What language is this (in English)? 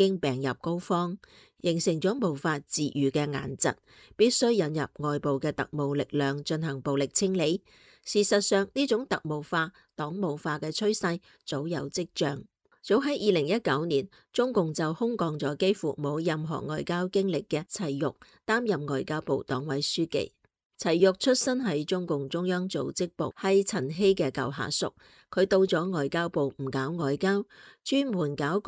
Cantonese